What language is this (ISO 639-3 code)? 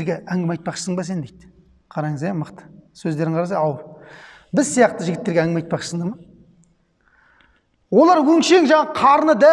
kaz